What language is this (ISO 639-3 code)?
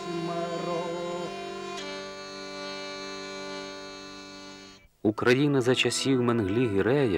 ukr